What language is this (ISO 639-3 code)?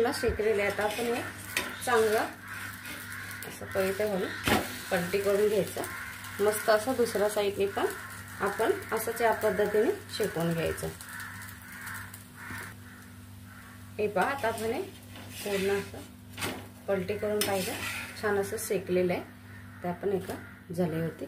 mar